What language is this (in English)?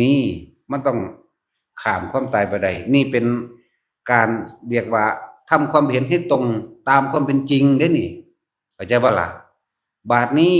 Northeastern Thai